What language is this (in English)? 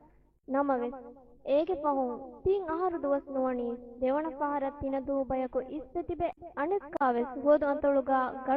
Divehi